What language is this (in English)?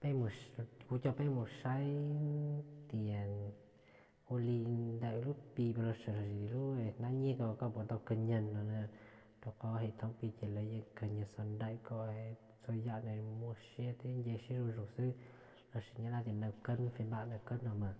Hmong